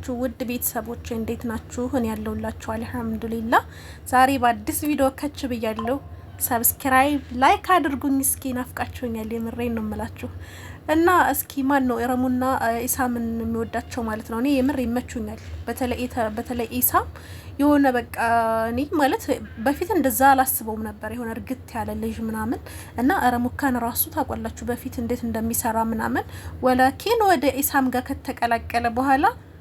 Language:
Amharic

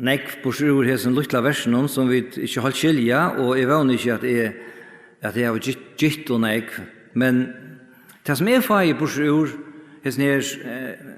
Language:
Faroese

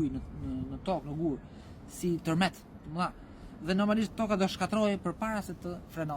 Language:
Albanian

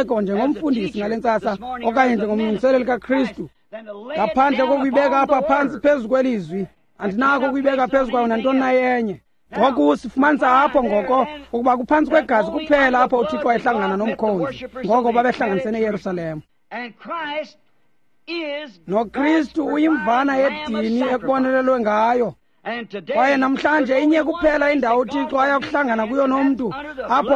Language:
Xhosa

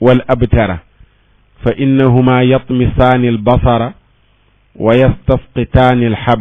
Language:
Wolof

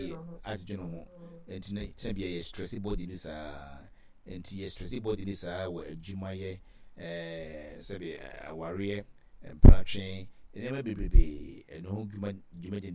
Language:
Akan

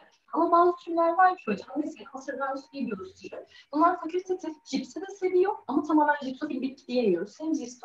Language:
Turkish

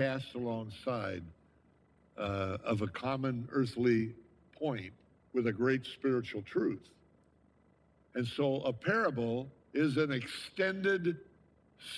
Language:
English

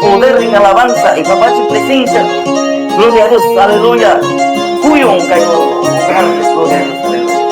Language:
Quechua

